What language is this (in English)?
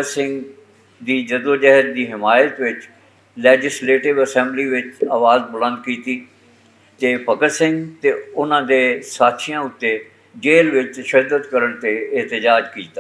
Western Panjabi